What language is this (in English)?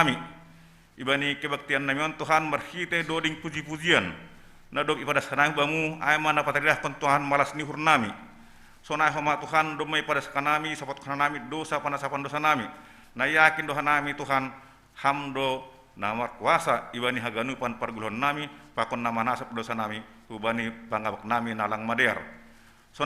Batak Simalungun